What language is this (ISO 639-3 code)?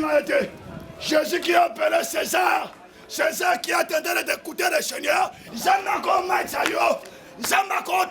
lin